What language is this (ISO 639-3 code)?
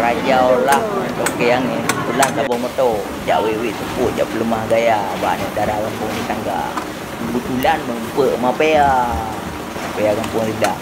ace